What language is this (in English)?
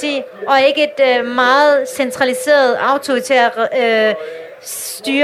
Danish